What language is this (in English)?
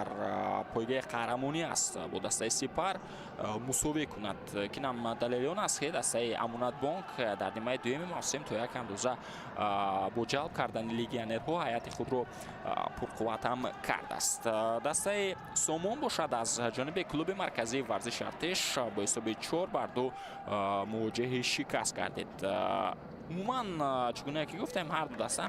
Tajik